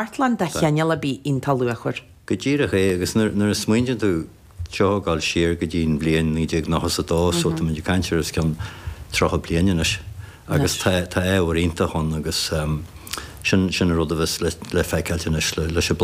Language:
Irish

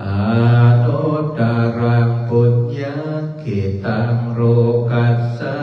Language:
Pali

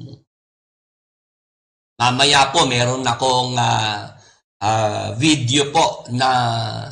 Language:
Filipino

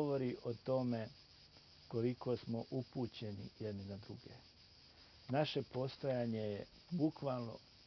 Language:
Bosnian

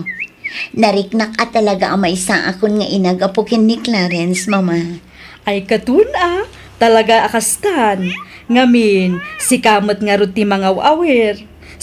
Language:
Iloko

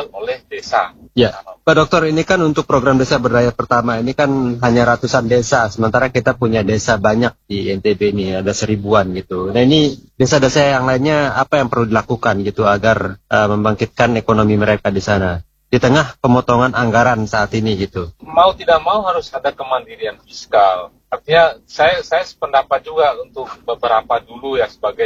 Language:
Indonesian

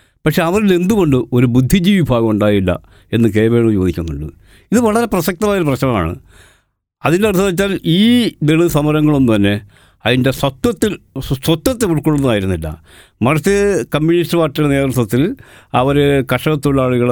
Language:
Malayalam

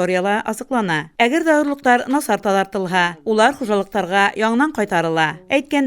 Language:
Bashkir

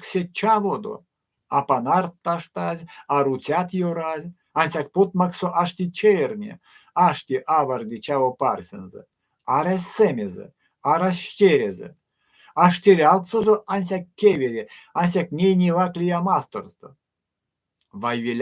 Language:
Erzya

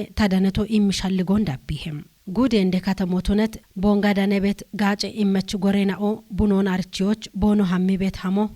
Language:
Kafa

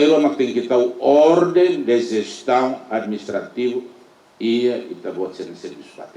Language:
Tetum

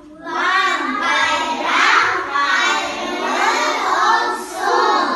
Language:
Crimean Tatar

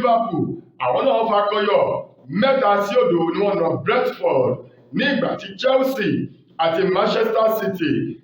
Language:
Yoruba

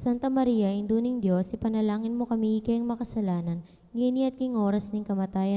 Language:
Pampanga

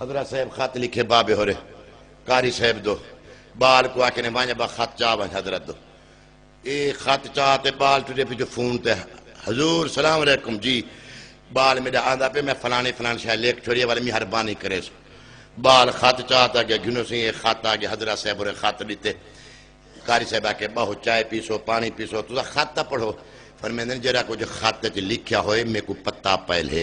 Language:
Saraiki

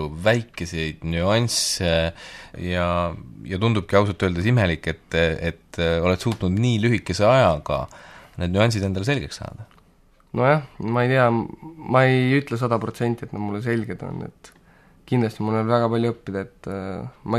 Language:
Estonian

